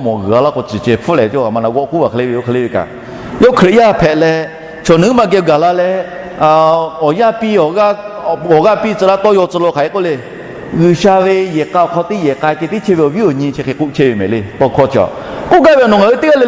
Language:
Lahu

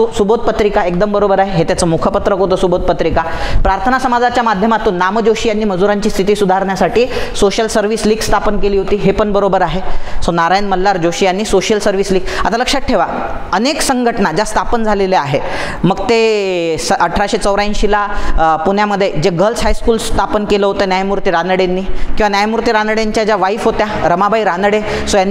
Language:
Marathi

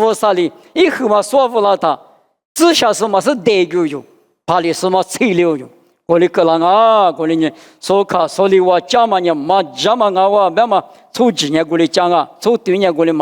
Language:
Lisu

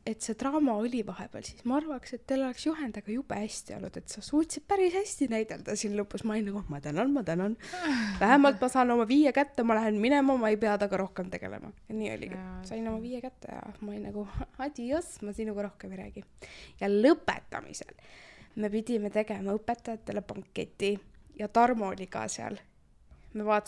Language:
Estonian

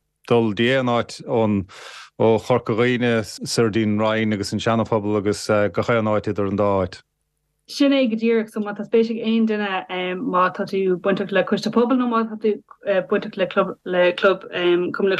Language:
Irish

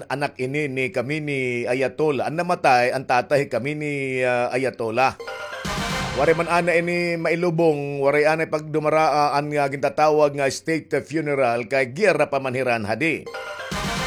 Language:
Waray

